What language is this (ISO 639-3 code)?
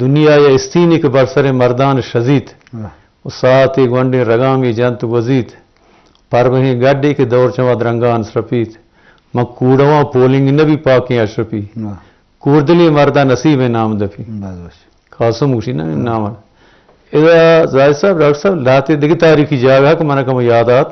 bgp